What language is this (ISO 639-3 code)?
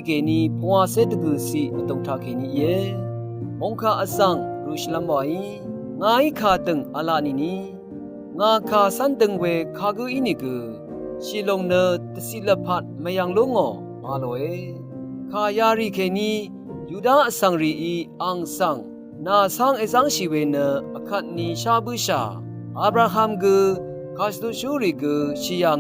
raw